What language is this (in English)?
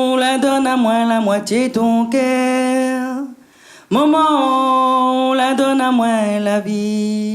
Réunion Creole French